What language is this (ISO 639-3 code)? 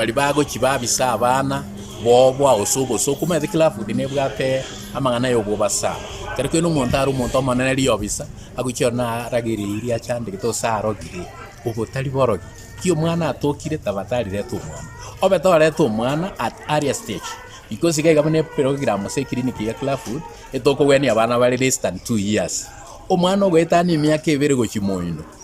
guz